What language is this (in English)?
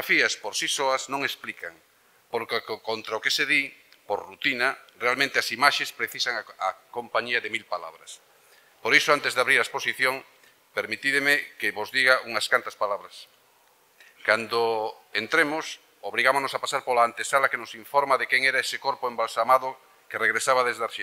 Galician